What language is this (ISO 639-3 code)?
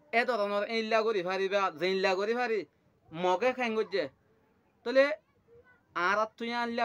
rhg